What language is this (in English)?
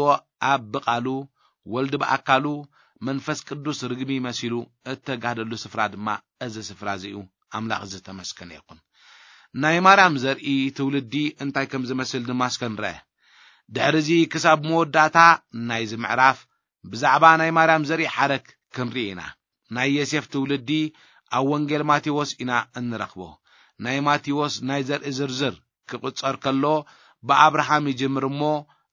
Tigrinya